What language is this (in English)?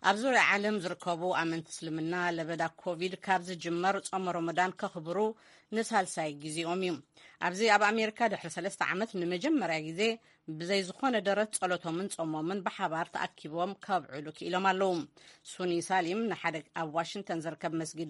Tigrinya